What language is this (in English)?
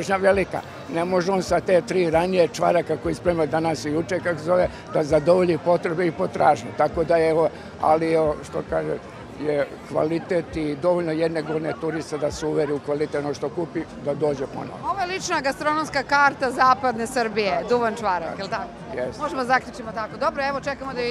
Serbian